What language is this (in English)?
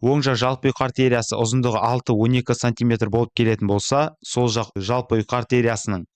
Kazakh